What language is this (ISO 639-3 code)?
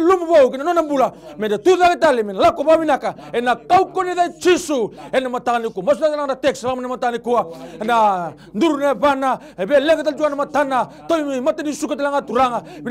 fij